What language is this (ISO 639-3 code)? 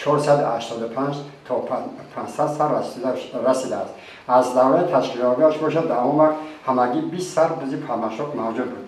tgk